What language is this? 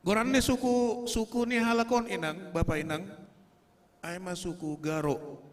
Batak Simalungun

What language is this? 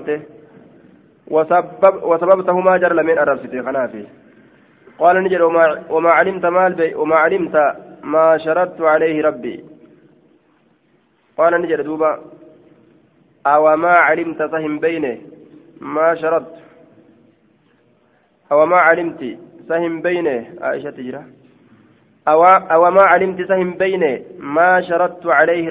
Arabic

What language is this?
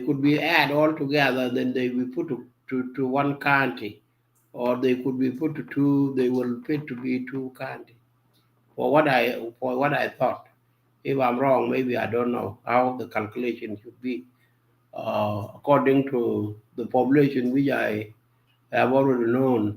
Nuer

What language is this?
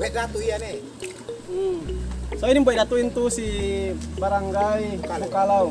Yakan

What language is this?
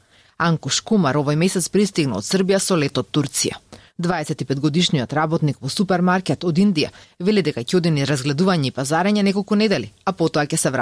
Macedonian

